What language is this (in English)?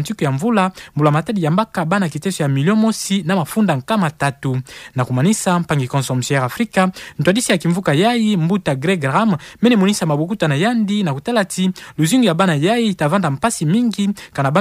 Kituba (Democratic Republic of Congo)